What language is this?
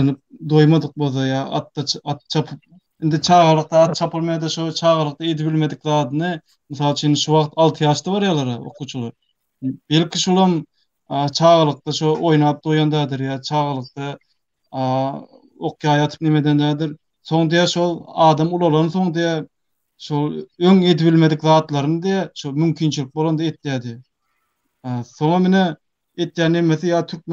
Turkmen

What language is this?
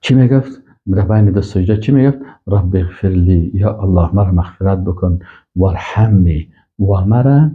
Persian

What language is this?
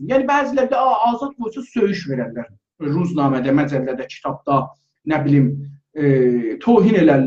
South Azerbaijani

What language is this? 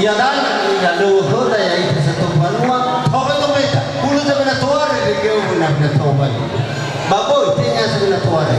Nias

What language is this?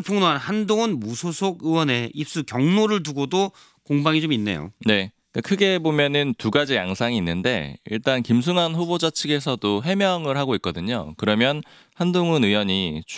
Korean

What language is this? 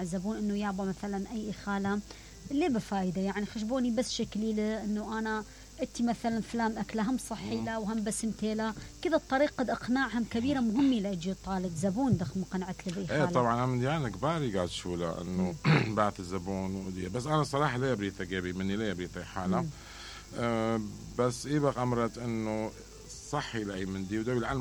Mesopotamian Arabic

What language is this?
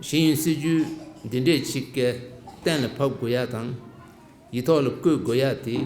Tibetan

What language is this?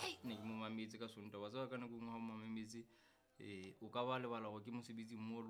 Southern Sotho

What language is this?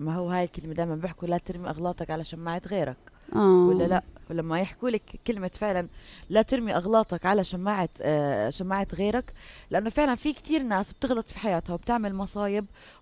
North Levantine Arabic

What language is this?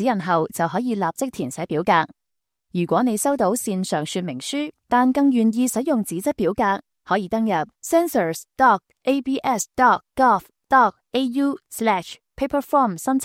Cantonese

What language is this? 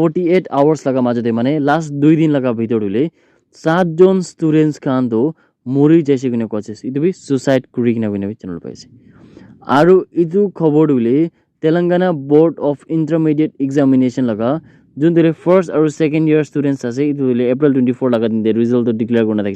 Naga Pidgin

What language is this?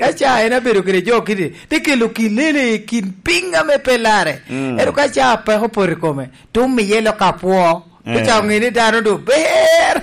Lango (Uganda)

